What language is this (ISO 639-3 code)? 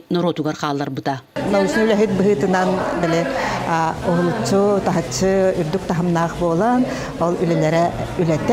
sah